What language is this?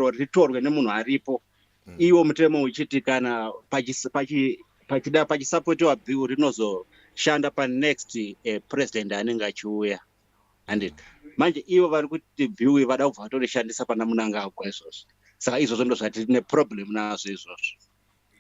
Shona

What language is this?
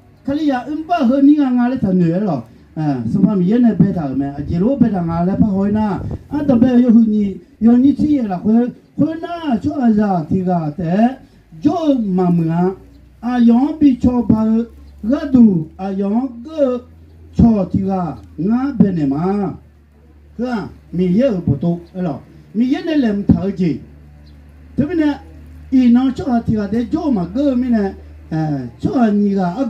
Akha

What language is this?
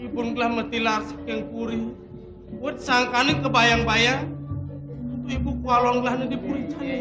Balinese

